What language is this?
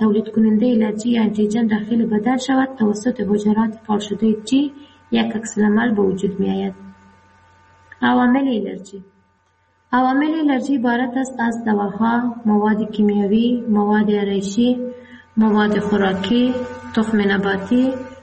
Persian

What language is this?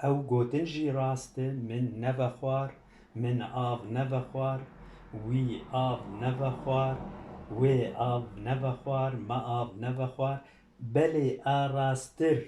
Kurdish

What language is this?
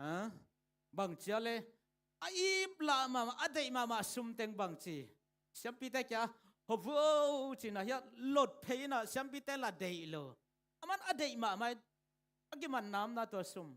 Tedim Chin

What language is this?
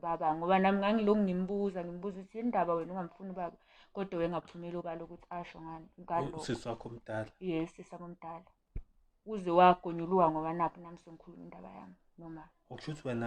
Zulu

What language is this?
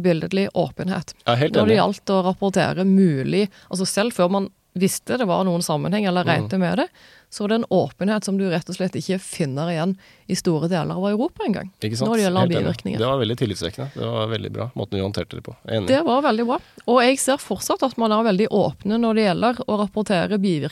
Norwegian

